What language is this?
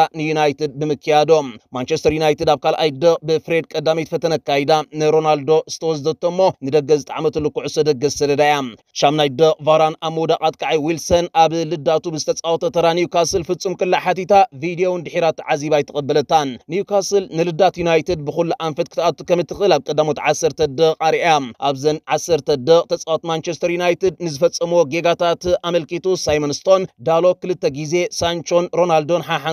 Tigrinya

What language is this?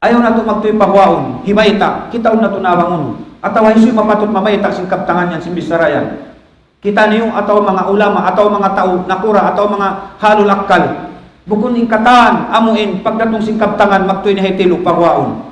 Tausug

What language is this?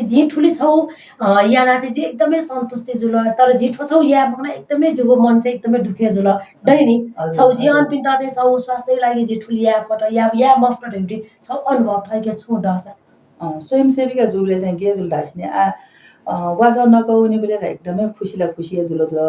Newari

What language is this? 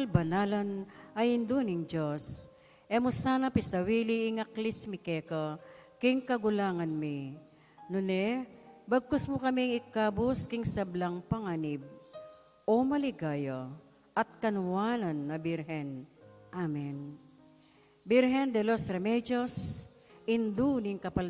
Pampanga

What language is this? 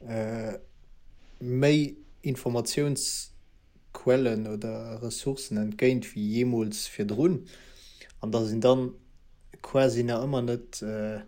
Luxembourgish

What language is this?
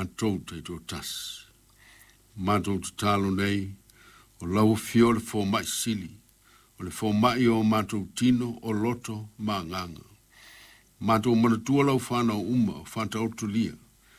Samoan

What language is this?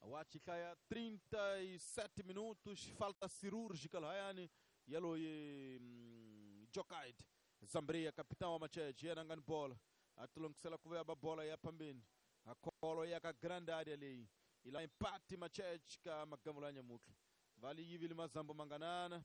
Tsonga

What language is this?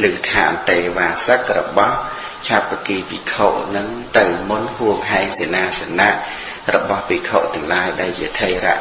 Khmer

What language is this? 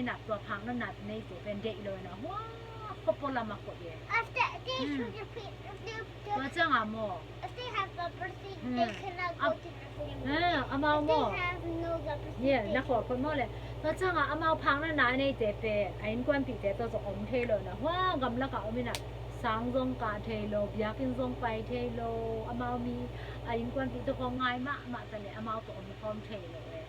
Tedim Chin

